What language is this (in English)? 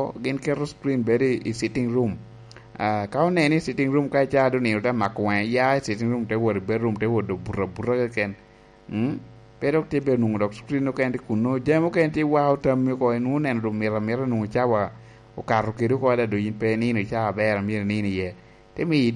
Lango (Uganda)